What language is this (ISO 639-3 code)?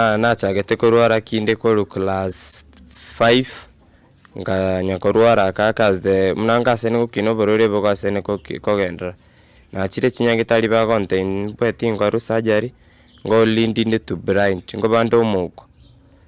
guz